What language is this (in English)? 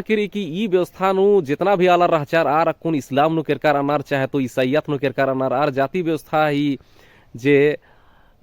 Kurukh